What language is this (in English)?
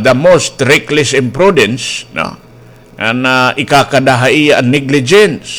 Waray